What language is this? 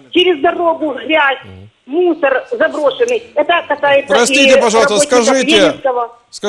Russian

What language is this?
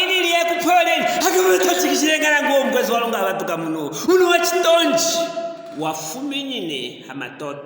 Luvale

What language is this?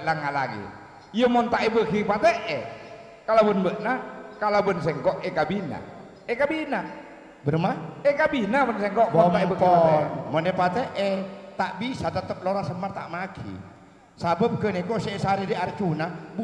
Madurese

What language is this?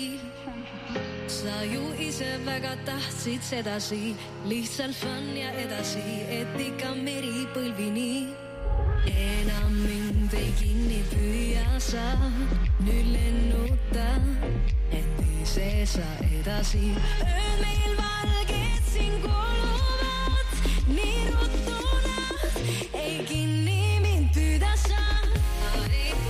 Estonian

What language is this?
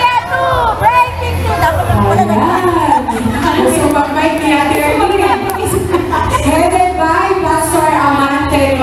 Filipino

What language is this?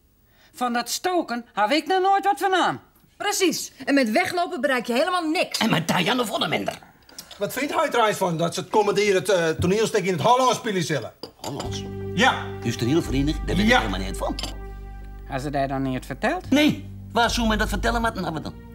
Western Frisian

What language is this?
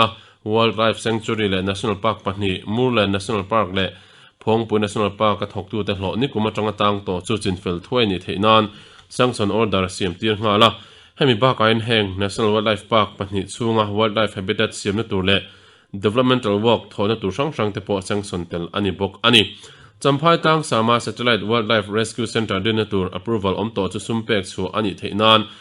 Mizo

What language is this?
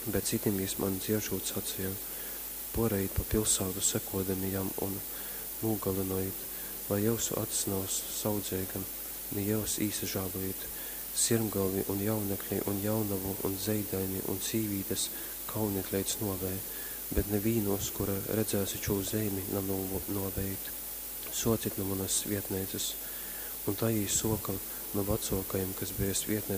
Latgalian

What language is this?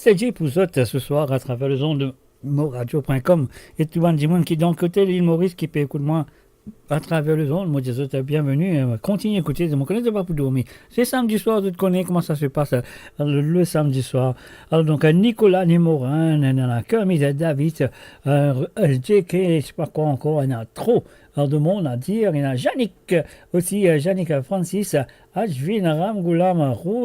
Morisyen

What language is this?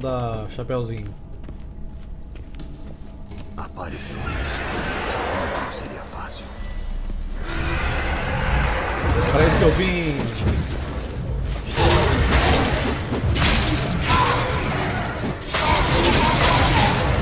Portuguese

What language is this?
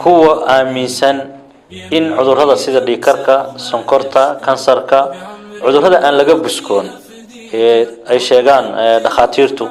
Somali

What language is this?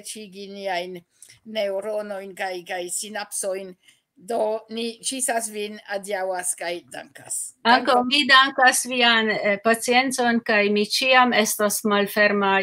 Esperanto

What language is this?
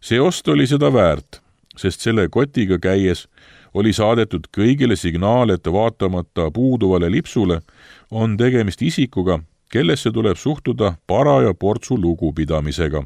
Estonian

